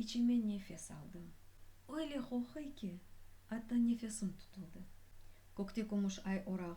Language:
Crimean Tatar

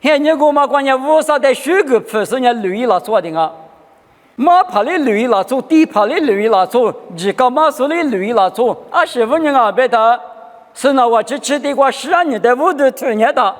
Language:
Lisu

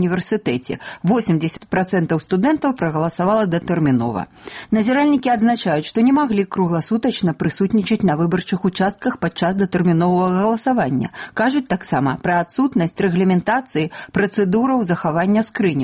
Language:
Belarusian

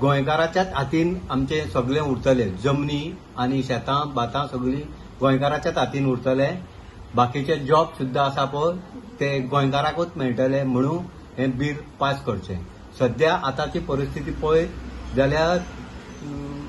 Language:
Konkani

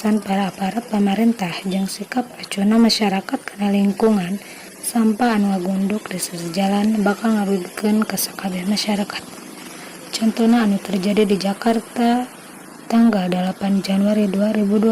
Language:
Sundanese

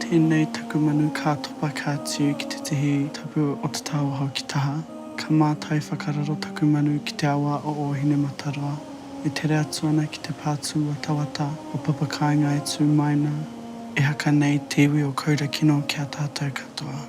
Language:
Māori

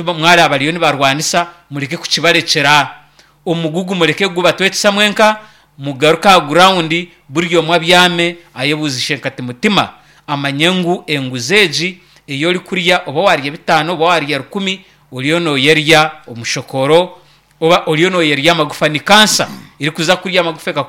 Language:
Nyankole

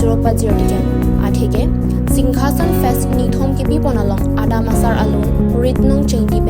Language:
Karbi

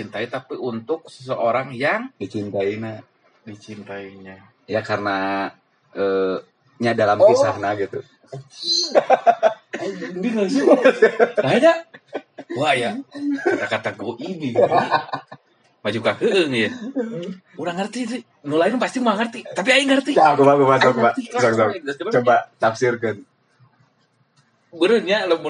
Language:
Indonesian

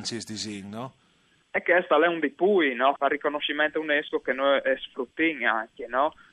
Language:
Friulian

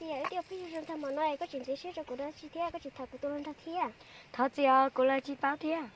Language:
Hmong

